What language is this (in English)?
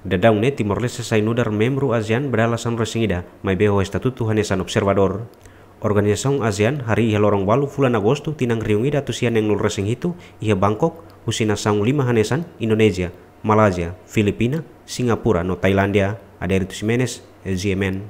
Tetum